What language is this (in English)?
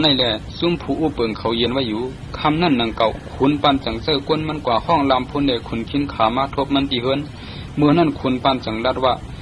Shan